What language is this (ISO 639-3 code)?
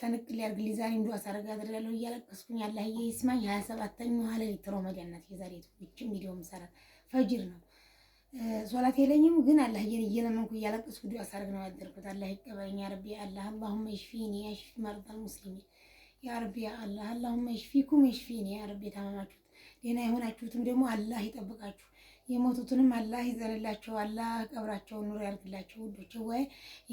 amh